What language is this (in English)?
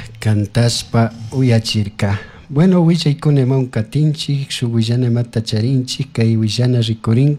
Chimborazo Highland Quichua